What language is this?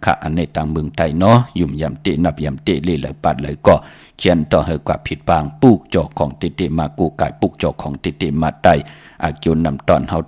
Shan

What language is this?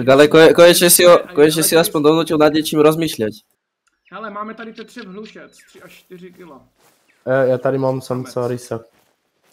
Czech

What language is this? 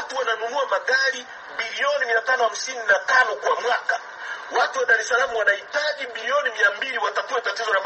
Swahili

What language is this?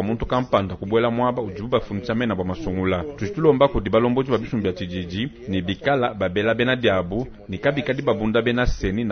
Luba-Lulua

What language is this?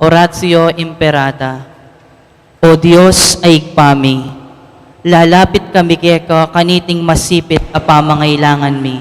Pampanga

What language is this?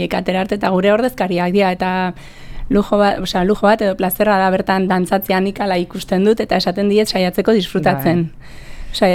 Basque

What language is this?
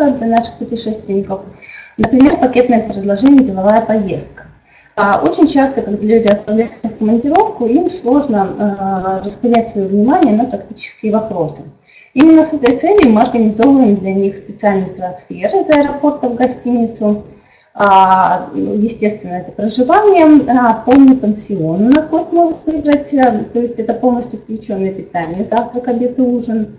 Russian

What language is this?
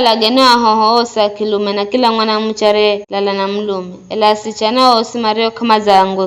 Giryama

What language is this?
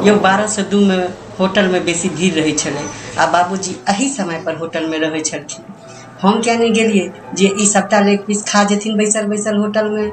Maithili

